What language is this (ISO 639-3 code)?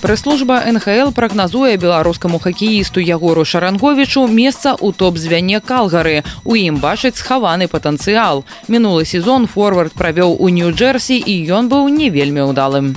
bel